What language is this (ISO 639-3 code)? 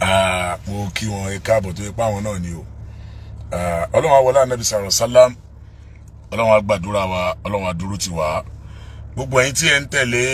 yor